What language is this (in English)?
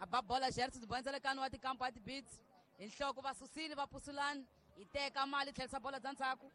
Tsonga